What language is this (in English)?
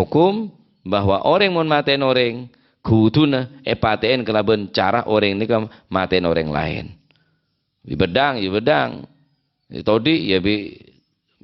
Madurese